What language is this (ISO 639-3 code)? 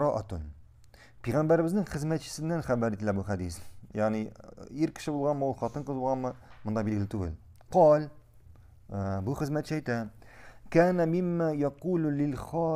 tat